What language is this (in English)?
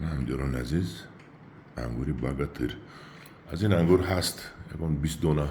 Tajik